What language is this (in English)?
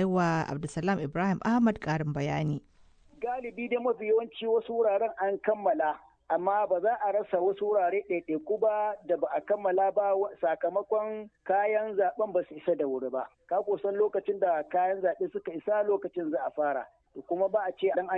Hausa